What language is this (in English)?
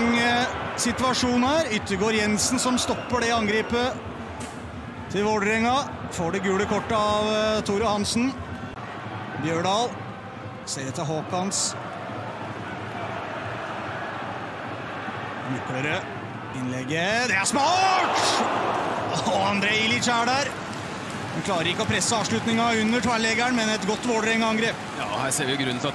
Norwegian